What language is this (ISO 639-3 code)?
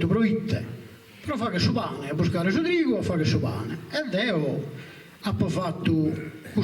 srd